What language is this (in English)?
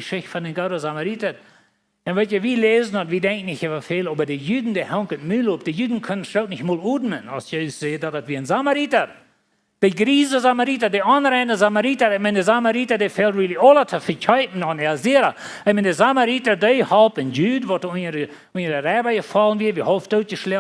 Plautdietsch